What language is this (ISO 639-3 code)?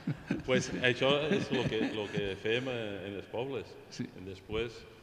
cat